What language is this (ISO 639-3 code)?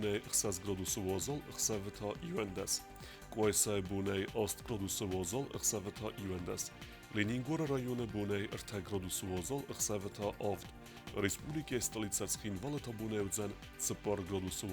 oss